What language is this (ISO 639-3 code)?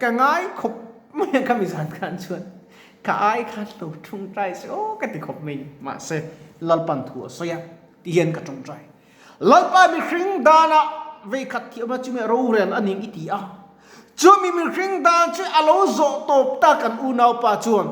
lus